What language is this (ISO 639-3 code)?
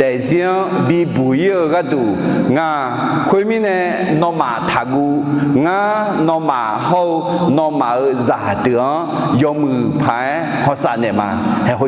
ahk